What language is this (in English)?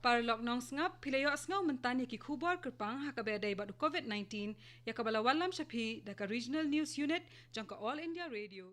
Khasi